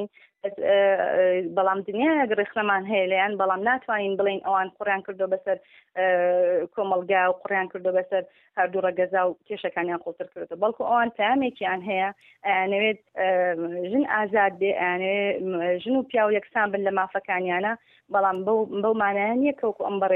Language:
Central Kurdish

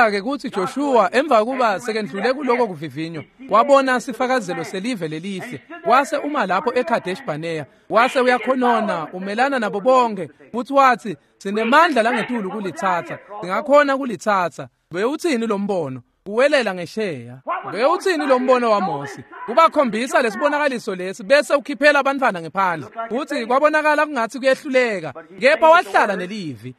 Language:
Swati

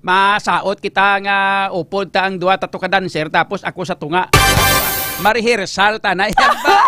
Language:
Hiligaynon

